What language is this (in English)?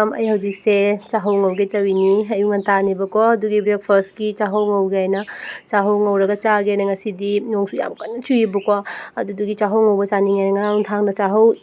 Manipuri